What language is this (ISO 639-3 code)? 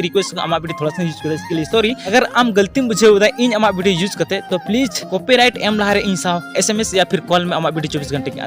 sat